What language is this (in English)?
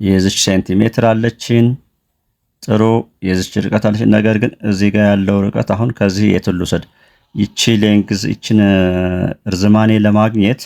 Amharic